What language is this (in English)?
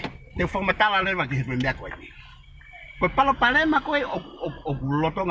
Tongan